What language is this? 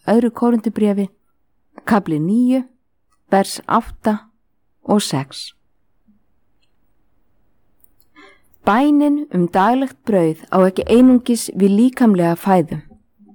Icelandic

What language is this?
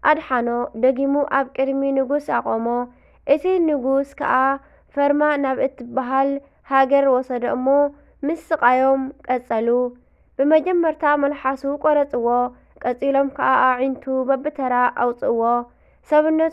Tigrinya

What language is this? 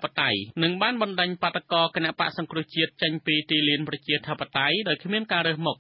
Khmer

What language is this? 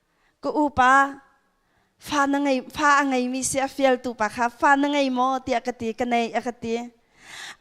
Hakha Chin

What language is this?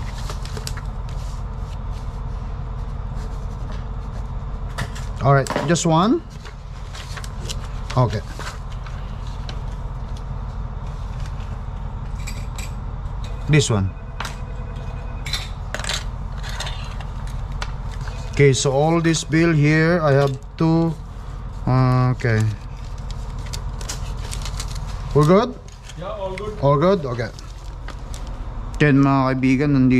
Filipino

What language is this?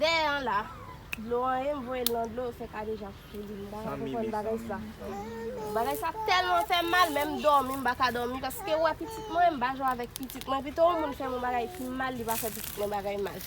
Haitian Creole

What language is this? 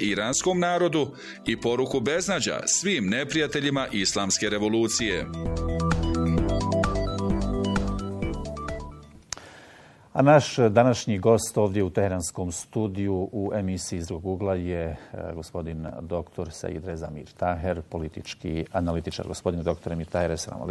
Bosnian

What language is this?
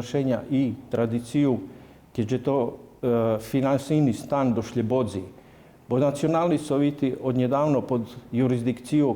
Rusyn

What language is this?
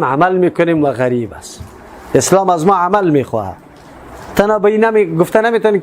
Persian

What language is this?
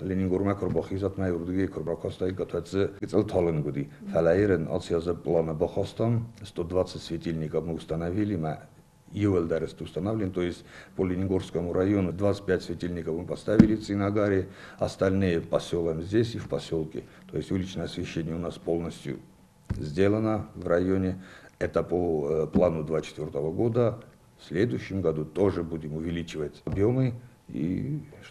Ossetic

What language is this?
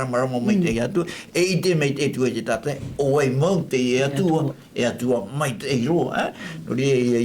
Tahitian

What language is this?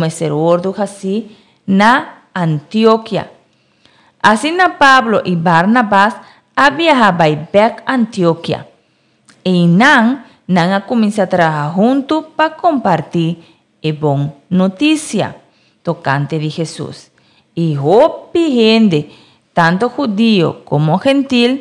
Papiamento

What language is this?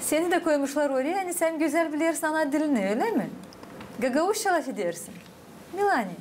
Gagauz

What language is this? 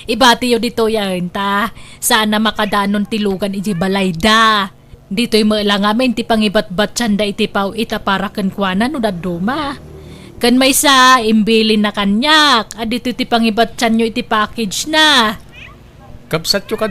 Iloko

